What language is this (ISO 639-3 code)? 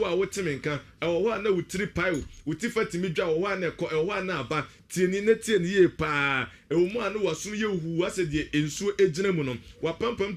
aka